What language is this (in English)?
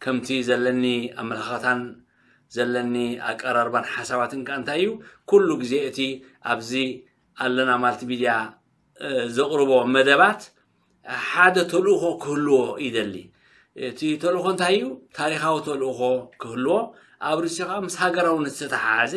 Tigrinya